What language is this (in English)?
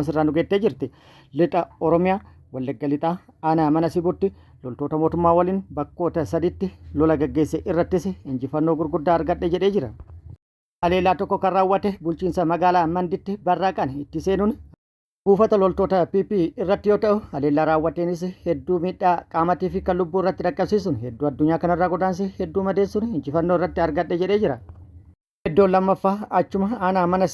Oromo